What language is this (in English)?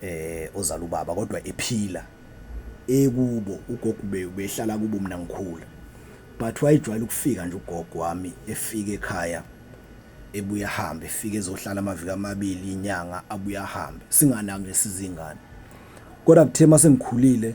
Zulu